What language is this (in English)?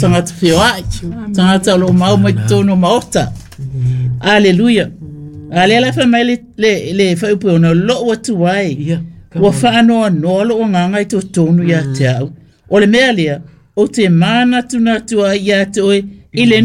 Samoan